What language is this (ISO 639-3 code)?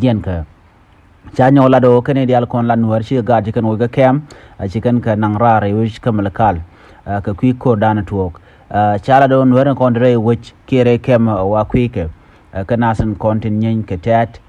nus